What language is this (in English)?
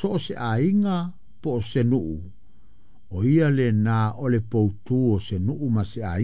Samoan